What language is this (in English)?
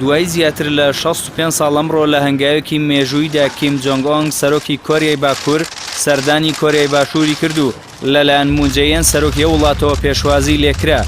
Central Kurdish